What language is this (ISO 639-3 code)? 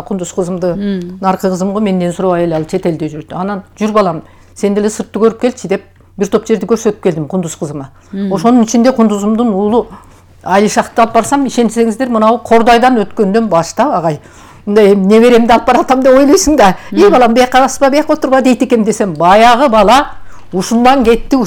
kir